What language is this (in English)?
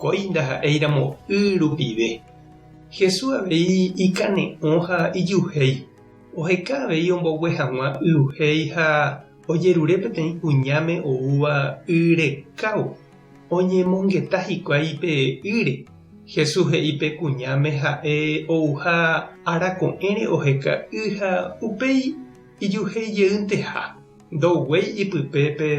Guarani